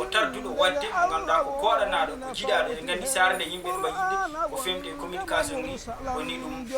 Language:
Fula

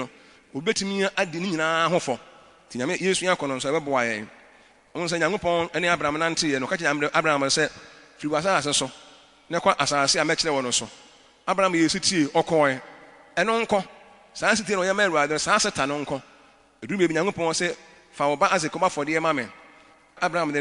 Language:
Akan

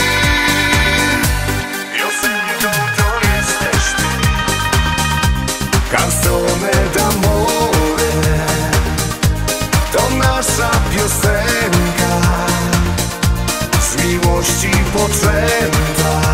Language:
Polish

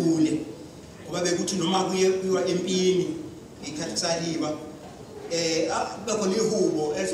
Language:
Zulu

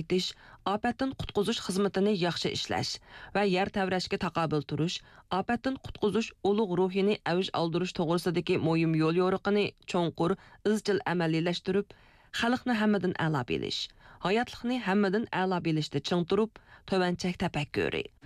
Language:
Uyghur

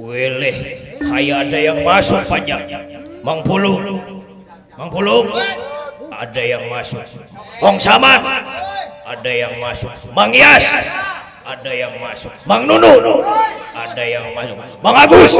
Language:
Betawi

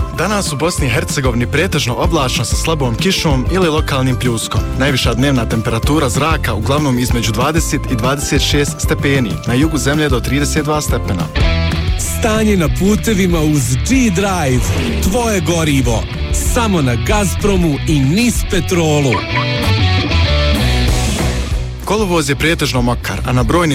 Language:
Bosnian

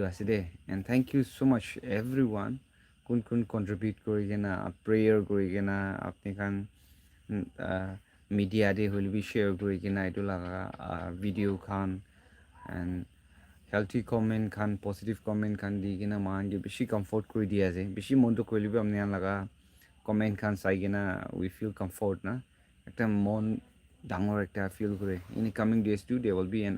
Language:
Naga Pidgin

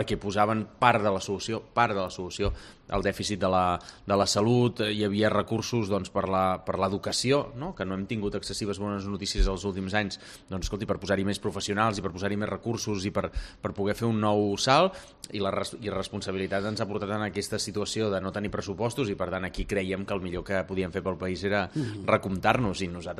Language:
Catalan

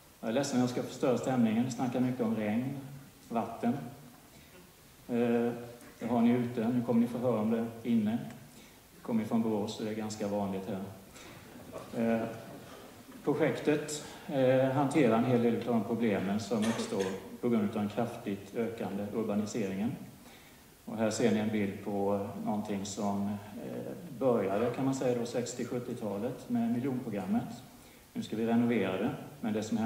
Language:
Swedish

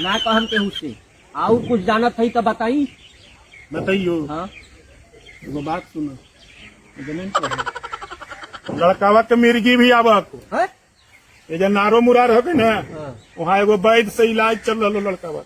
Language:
Magahi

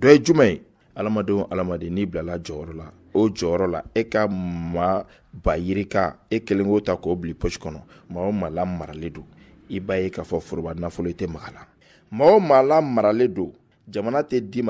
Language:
Bambara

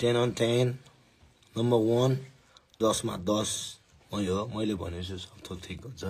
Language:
Nepali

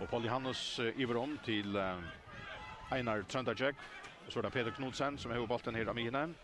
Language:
Faroese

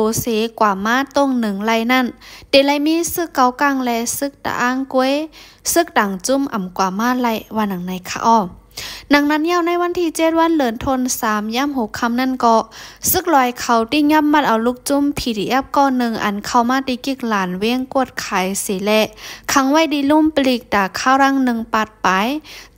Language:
Shan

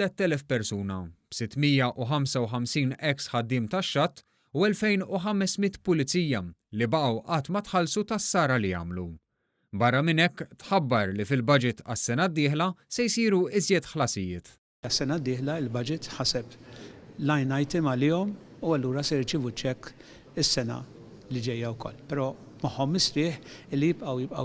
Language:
Maltese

